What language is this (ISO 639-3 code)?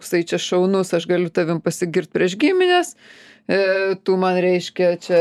lit